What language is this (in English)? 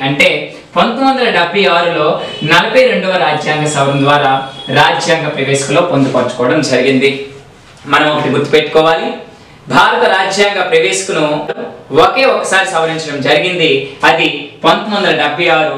Telugu